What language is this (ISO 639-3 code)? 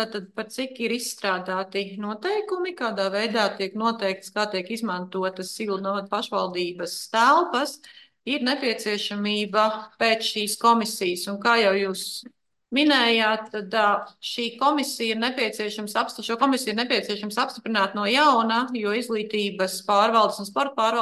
lav